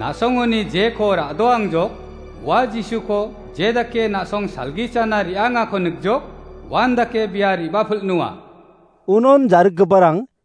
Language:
Garo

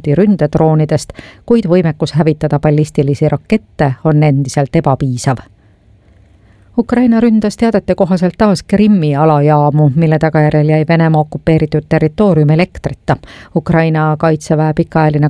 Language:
Estonian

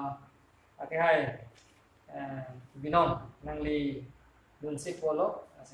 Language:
Karbi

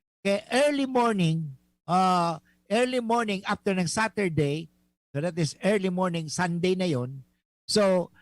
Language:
Bikol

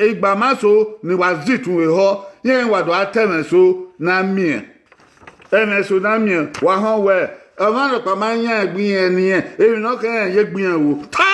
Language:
Bini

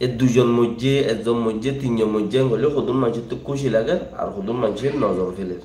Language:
Rohingya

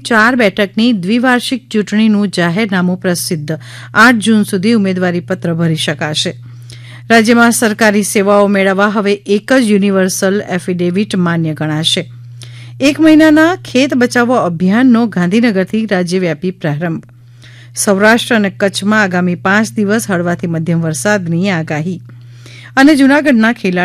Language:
Gujarati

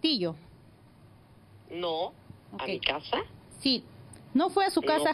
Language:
Spanish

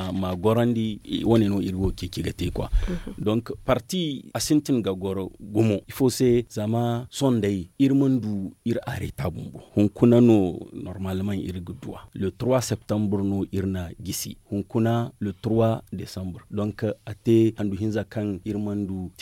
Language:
Zarma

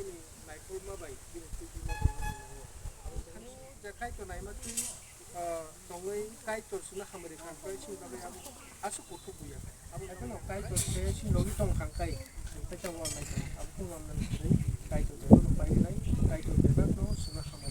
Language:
Kok Borok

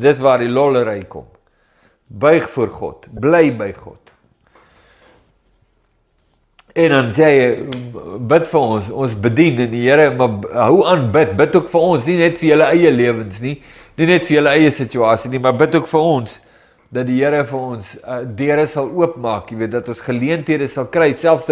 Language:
Afrikaans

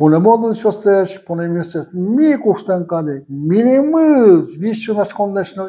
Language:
Udmurt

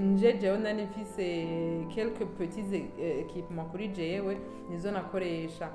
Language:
Rundi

